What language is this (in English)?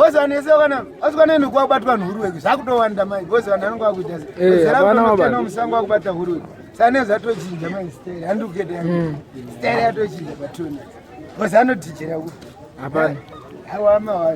Shona